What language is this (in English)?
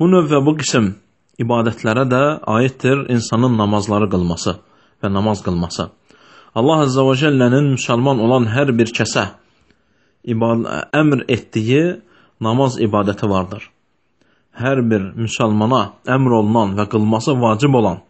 Azerbaijani